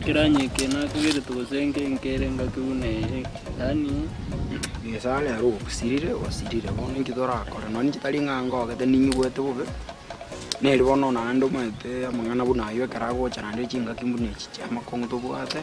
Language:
Gusii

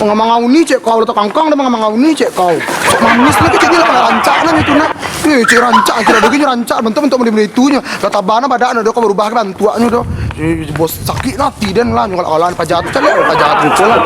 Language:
Minangkabau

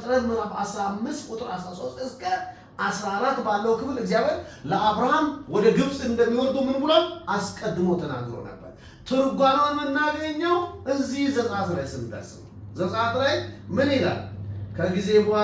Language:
Amharic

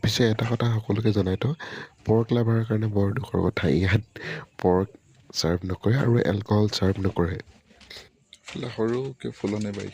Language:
Assamese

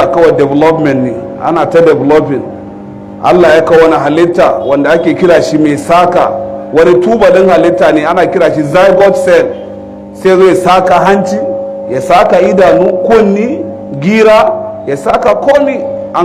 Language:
Hausa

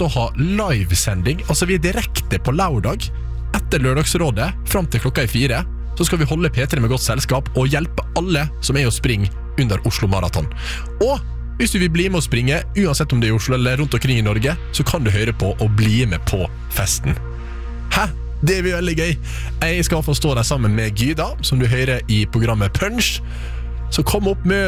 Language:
Norwegian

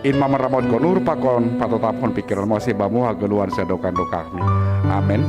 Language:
Batak Simalungun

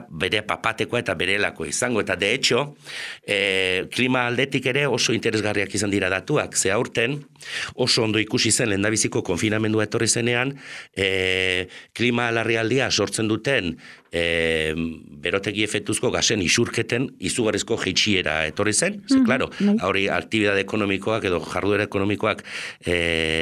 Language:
Basque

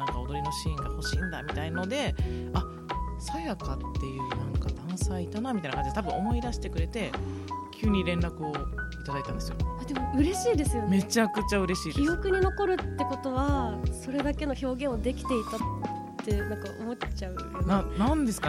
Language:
Japanese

